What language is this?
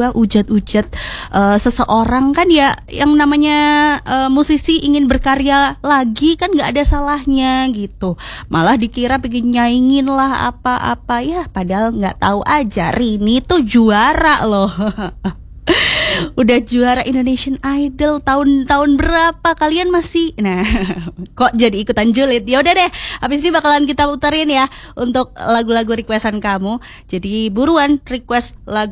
Indonesian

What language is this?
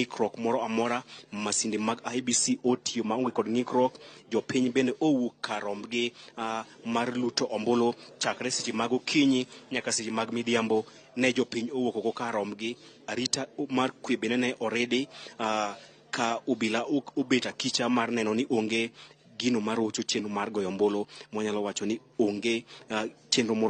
Luo (Kenya and Tanzania)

